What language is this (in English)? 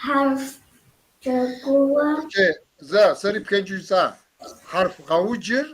Kabardian